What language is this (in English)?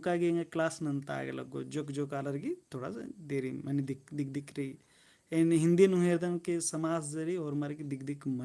Kurukh